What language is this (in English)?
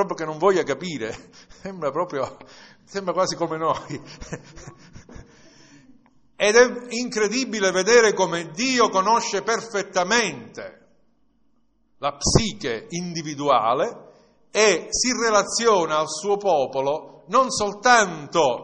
Italian